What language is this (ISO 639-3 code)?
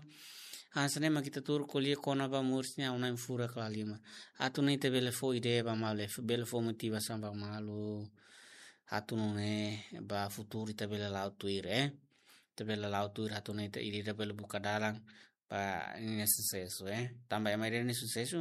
tet